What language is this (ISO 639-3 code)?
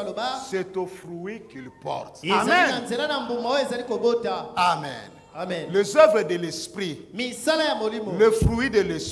fra